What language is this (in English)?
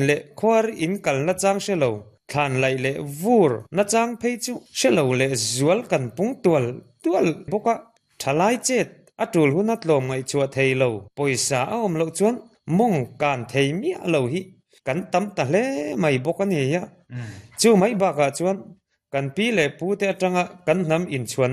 Mizo